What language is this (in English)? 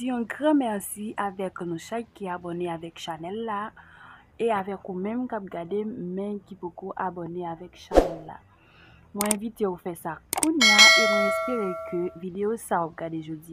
Haitian Creole